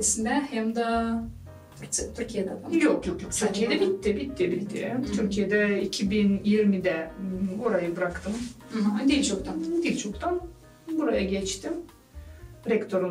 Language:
Gagauz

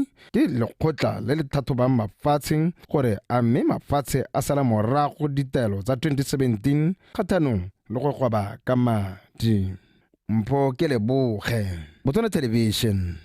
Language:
Tswana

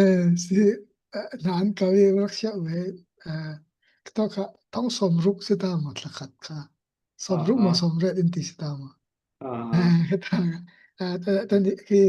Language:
Falam Chin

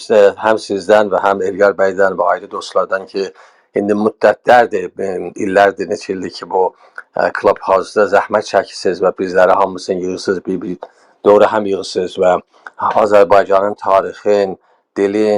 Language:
South Azerbaijani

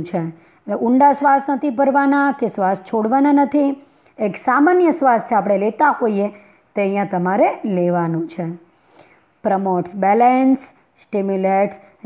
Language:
Gujarati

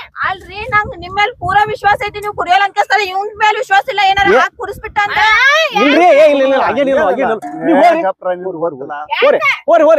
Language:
Kannada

